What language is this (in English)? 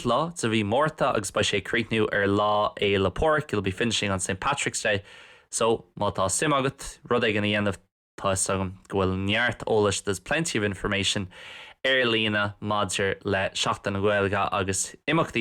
Irish